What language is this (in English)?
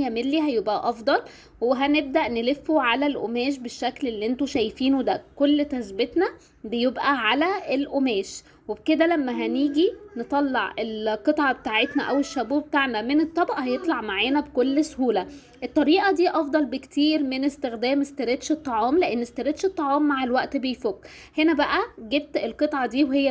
Egyptian Arabic